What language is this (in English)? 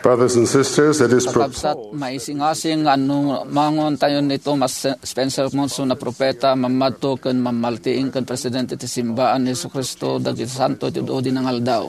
Iloko